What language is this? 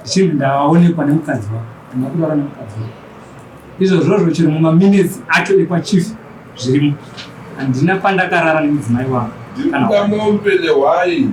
Shona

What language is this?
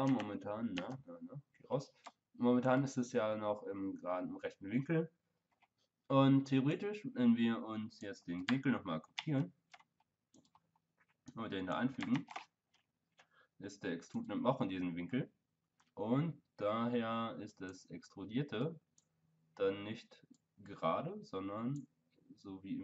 German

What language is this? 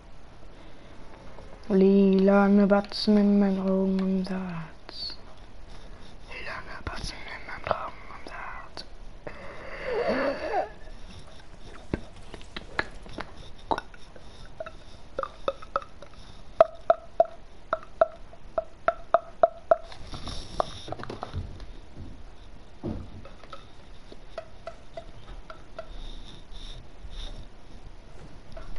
German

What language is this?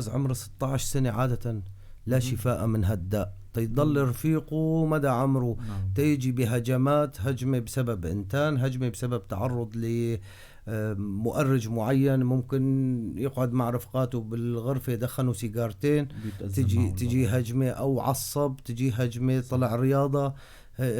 North Levantine Arabic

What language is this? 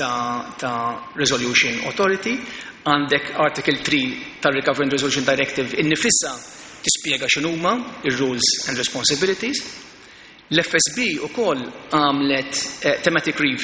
Maltese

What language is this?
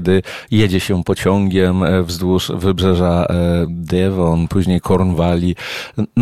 Polish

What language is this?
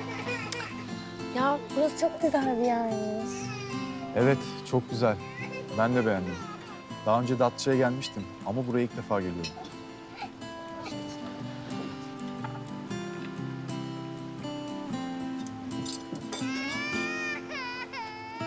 Turkish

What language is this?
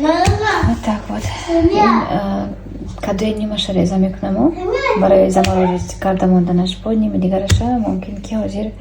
Tajik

